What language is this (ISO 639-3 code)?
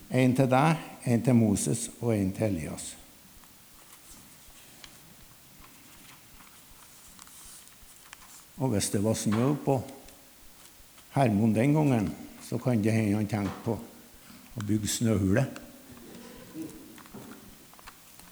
nor